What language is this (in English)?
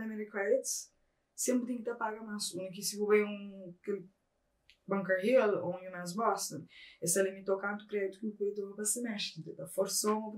Kabuverdianu